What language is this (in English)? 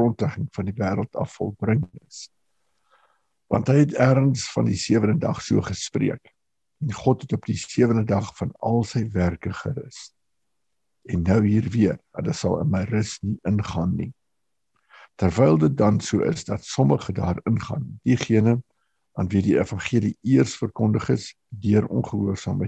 Afrikaans